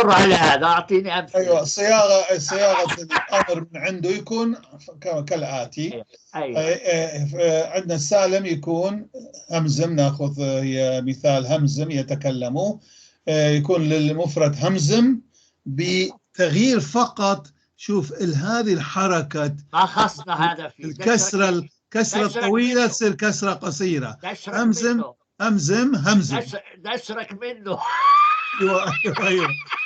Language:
North Levantine Arabic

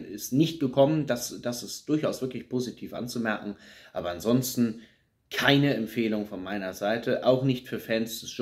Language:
German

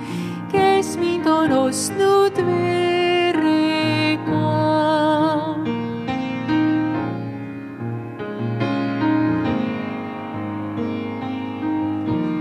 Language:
Estonian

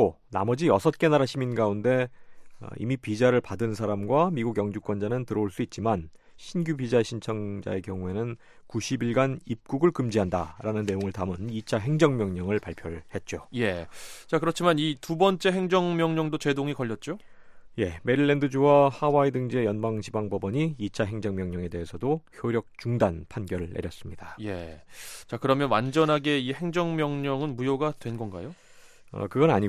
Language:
Korean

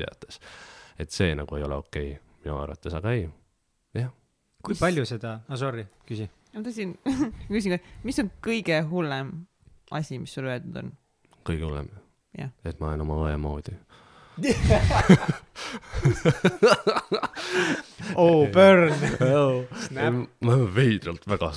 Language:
Estonian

